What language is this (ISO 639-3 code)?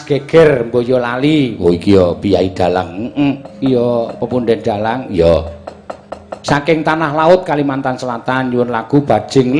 jav